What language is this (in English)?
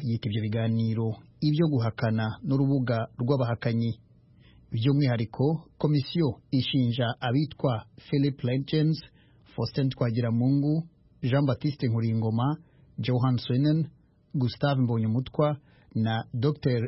Kinyarwanda